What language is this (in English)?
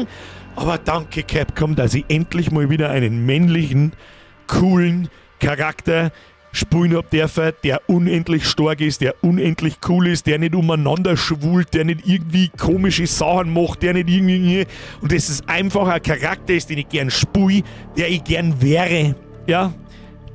Bavarian